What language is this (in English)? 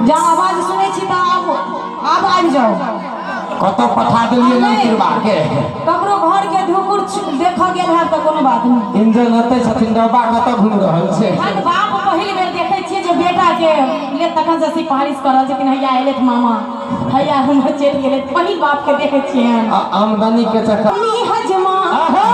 Maithili